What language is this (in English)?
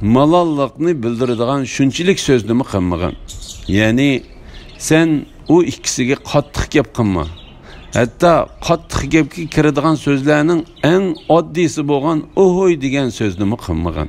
Uyghur